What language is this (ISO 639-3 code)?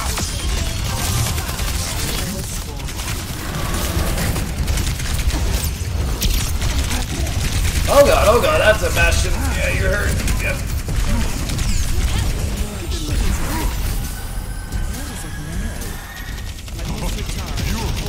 eng